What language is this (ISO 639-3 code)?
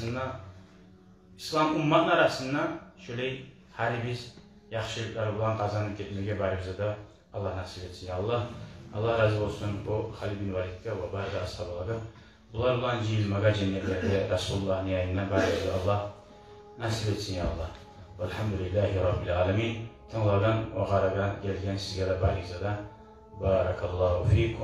kum